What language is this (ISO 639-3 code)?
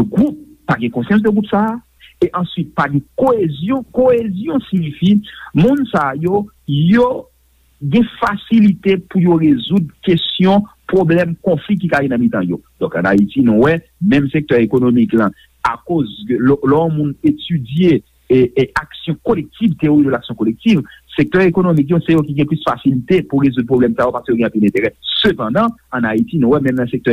hat